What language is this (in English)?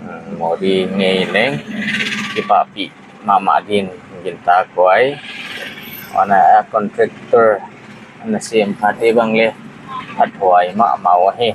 Paite Chin